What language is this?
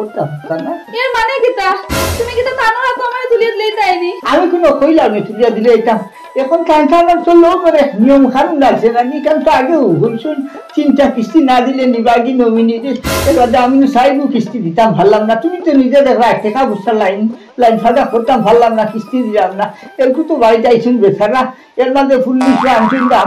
Sylheti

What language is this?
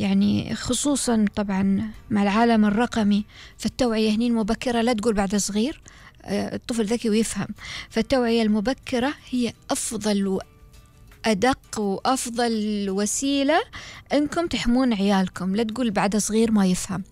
Gulf Arabic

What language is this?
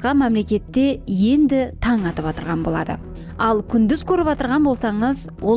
Kara-Kalpak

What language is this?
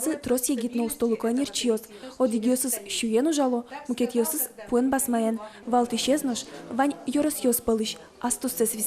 Udmurt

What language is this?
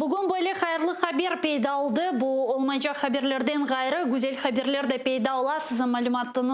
Crimean Tatar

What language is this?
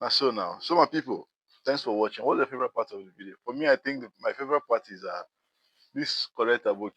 Nigerian Pidgin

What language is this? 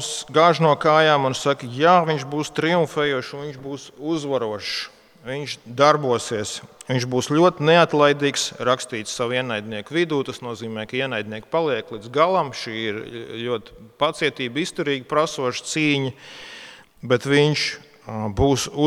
Latvian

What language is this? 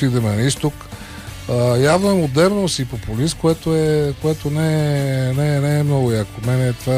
Bulgarian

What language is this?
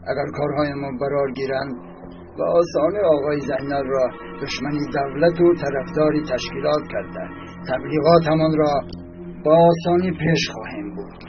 Tajik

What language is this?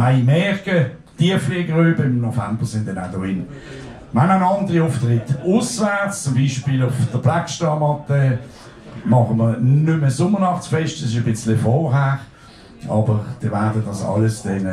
Swiss German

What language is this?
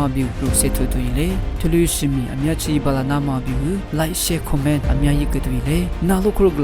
Lisu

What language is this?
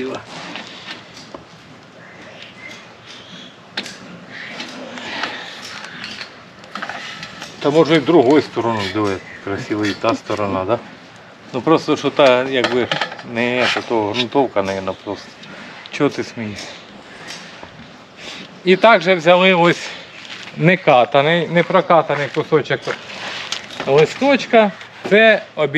Ukrainian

